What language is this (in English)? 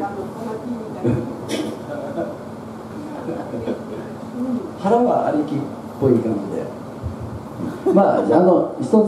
Japanese